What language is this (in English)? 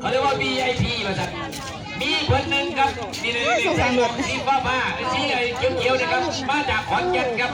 Northeastern Thai